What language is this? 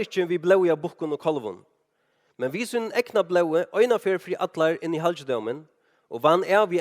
Faroese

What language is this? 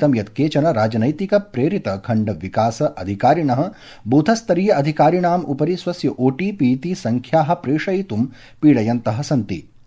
Sanskrit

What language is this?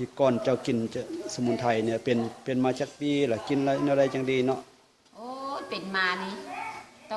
Lao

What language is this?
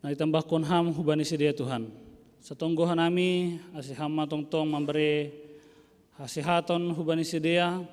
Batak Simalungun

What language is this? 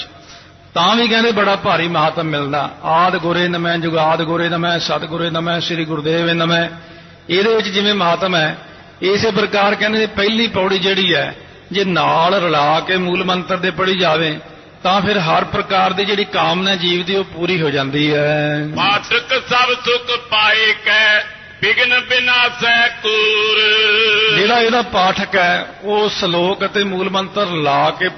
Punjabi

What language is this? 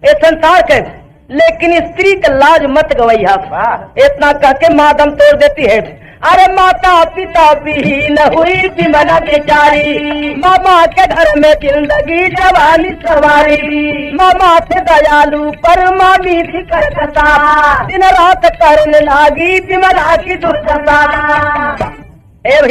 Bhojpuri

